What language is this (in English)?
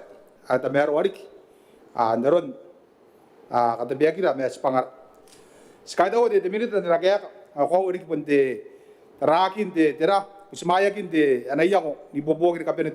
Gilbertese